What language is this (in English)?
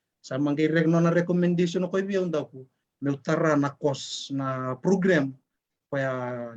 Fijian